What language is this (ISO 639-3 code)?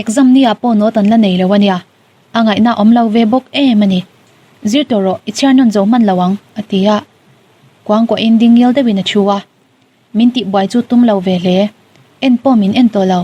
lus